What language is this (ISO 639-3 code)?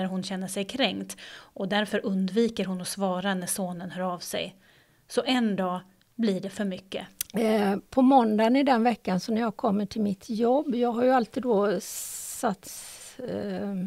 swe